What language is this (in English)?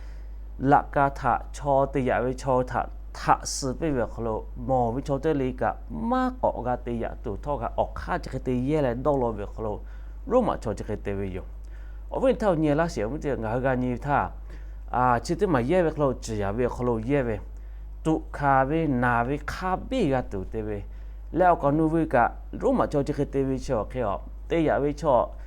Lahu